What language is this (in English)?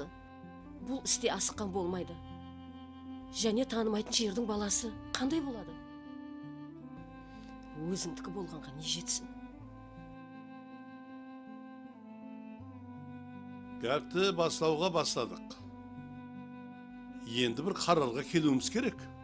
Kara-Kalpak